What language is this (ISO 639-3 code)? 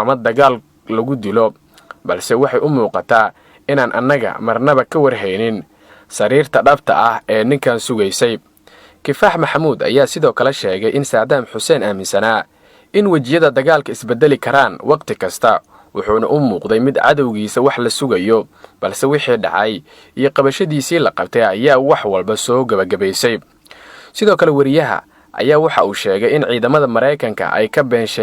som